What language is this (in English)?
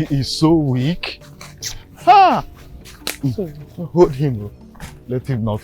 Nigerian Pidgin